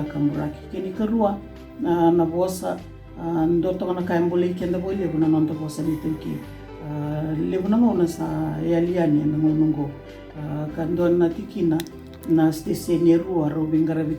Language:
Fijian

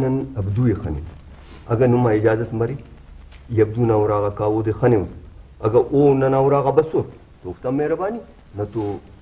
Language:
Brahui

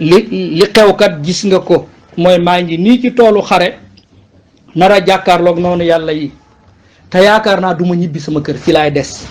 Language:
Wolof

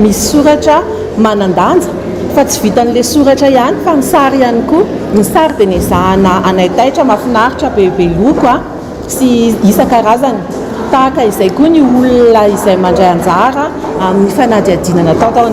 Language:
Malagasy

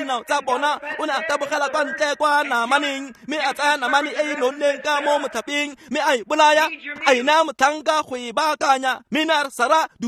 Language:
Tswana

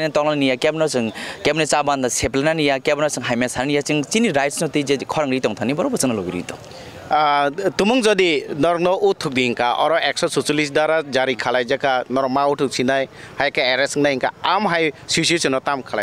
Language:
Kok Borok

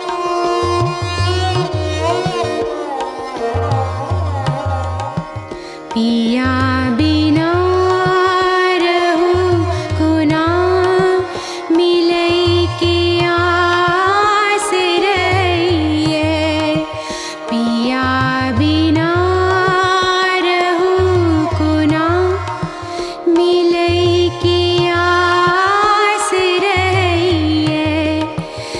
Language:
Maithili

